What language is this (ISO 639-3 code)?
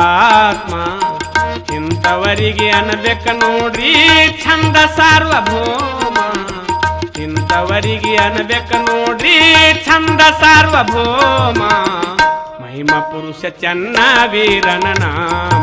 kan